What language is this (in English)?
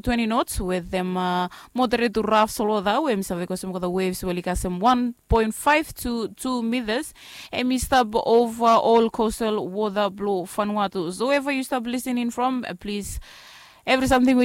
Bislama